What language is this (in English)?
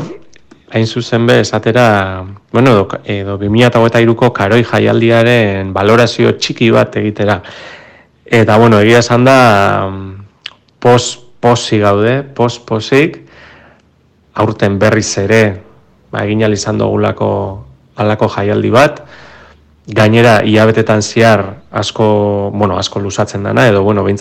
Basque